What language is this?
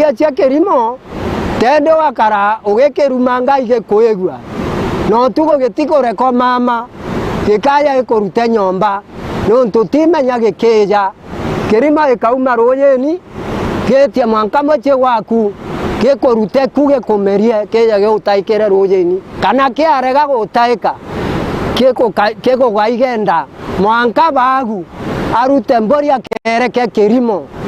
Meru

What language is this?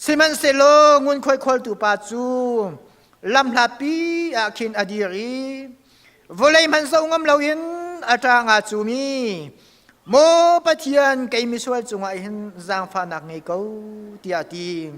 Hakha Chin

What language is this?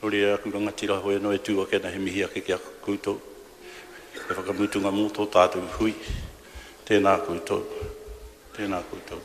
Māori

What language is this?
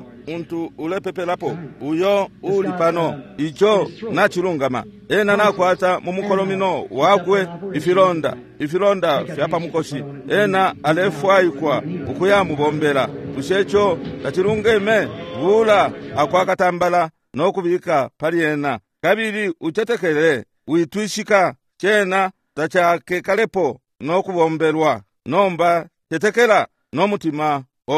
Bemba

